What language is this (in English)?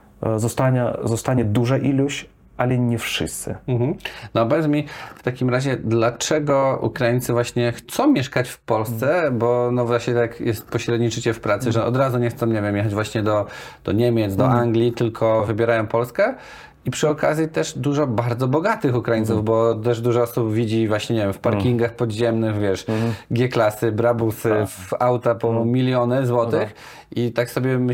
Polish